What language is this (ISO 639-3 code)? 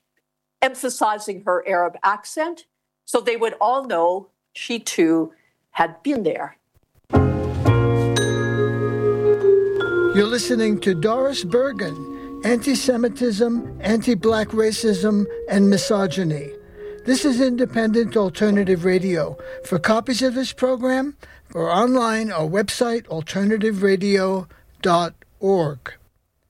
eng